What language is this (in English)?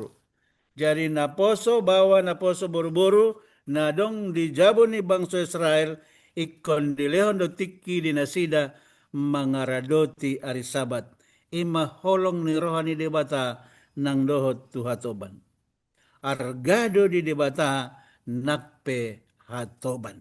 Batak Toba